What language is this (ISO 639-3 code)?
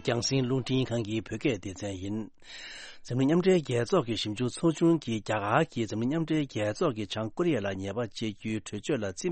bod